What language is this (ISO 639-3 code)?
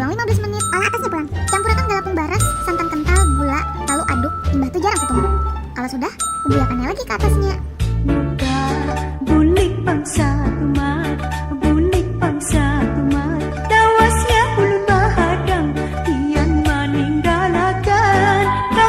bjn